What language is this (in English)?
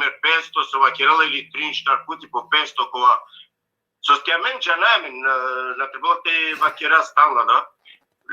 Balkan Romani